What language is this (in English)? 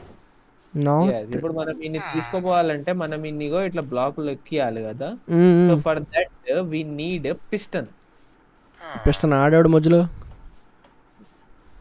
Telugu